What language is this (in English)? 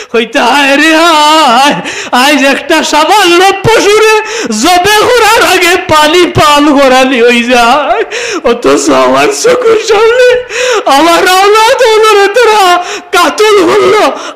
Sylheti